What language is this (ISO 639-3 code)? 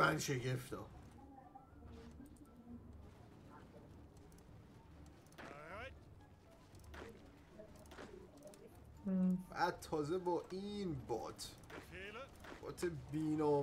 fas